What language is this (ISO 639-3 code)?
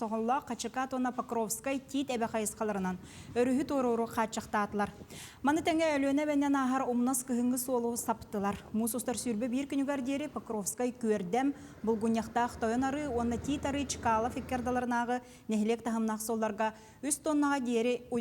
sah